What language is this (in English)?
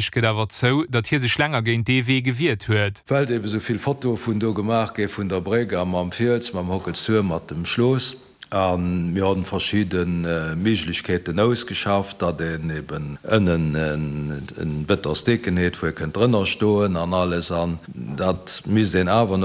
Luxembourgish